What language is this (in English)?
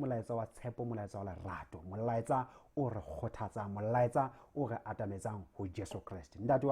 Southern Sotho